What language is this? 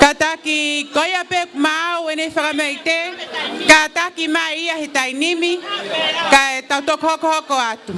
Tongan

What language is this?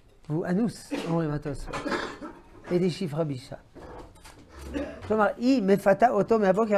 Hebrew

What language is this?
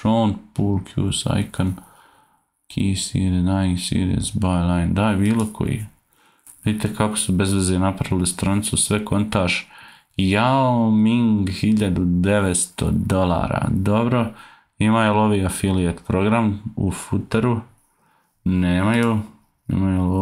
Croatian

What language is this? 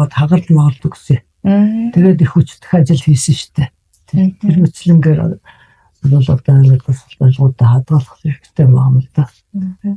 Mongolian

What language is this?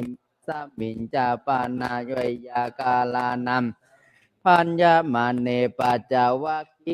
Pali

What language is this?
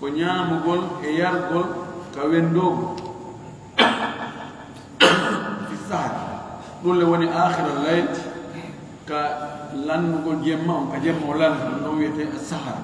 Fula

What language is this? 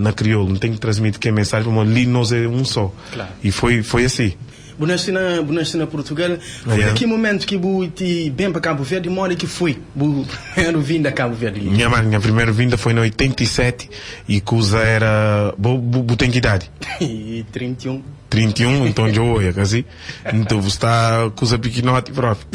Kabuverdianu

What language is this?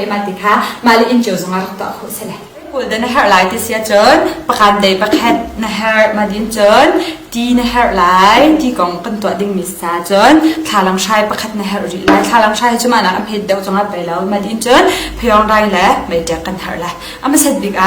Hakha Chin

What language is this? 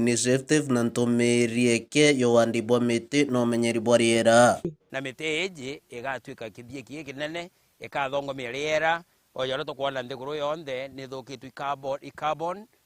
Meru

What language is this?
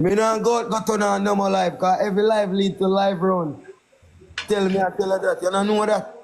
Jamaican Creole English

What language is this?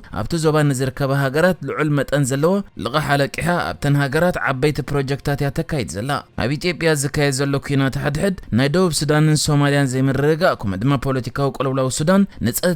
Tigrinya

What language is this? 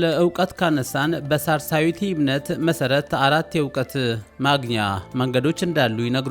Amharic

